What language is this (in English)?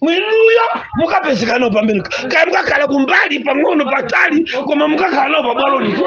Nyanja